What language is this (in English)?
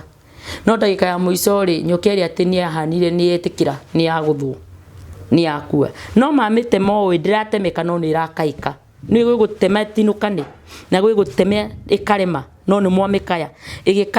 Kikuyu